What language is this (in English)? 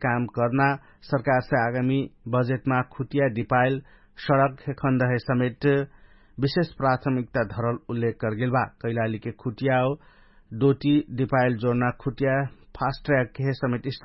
Dangaura Tharu